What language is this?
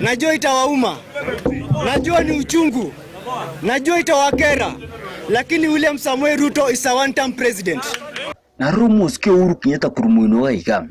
Gusii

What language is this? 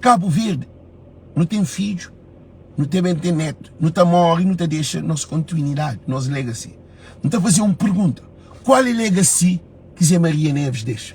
Kabuverdianu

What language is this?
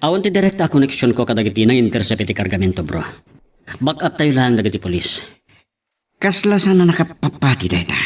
Iloko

